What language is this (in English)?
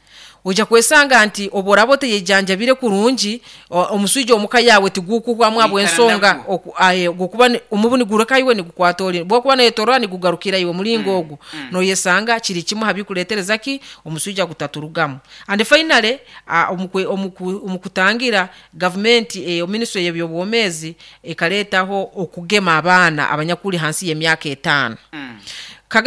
Nyoro